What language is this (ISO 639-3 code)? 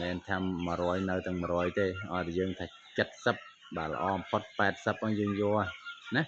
khm